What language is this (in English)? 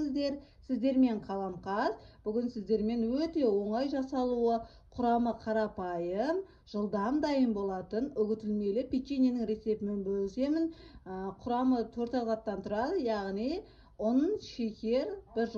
Kazakh